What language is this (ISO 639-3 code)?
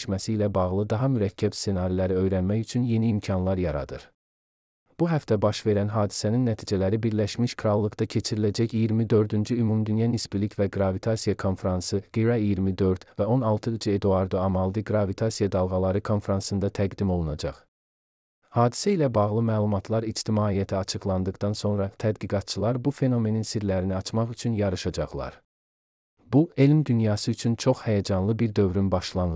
aze